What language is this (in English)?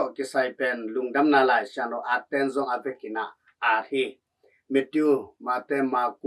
Tedim Chin